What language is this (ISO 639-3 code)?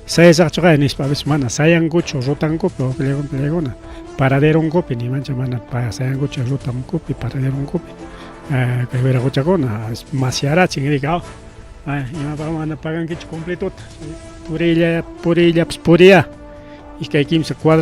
quy